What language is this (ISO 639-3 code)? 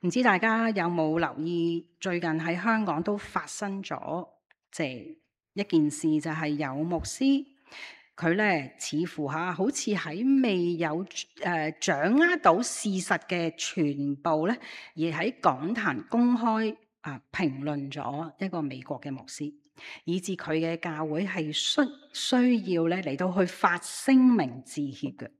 yue